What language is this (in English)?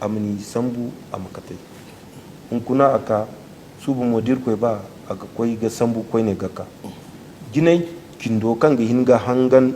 Zarma